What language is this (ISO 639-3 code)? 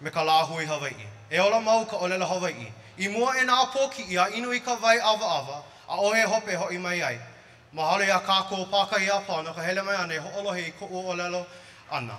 haw